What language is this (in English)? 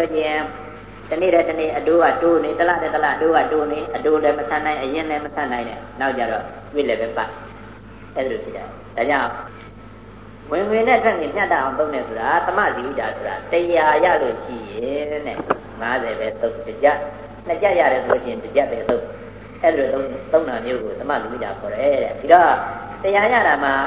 Burmese